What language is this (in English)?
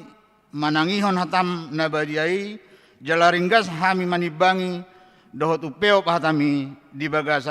Batak Toba